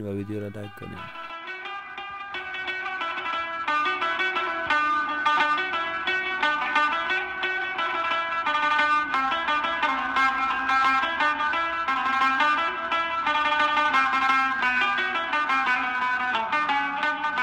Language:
Persian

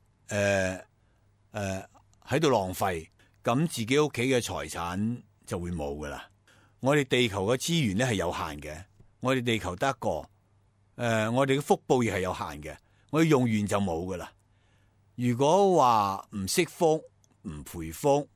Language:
Cantonese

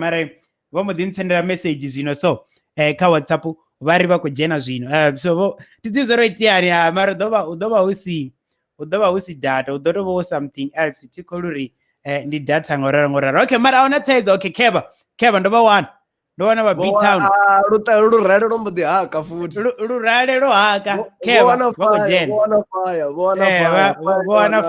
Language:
Venda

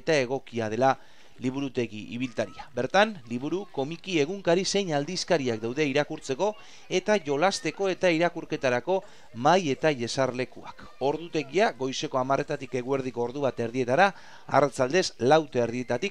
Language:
Basque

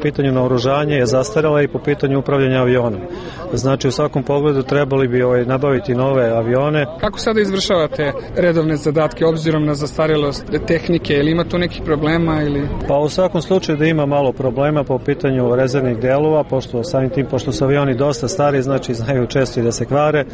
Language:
Serbian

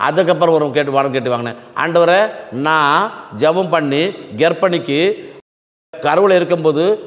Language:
Tamil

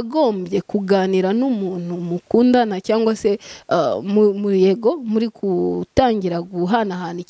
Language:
Kinyarwanda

